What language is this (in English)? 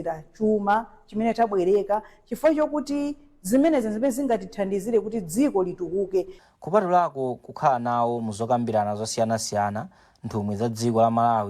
Nyanja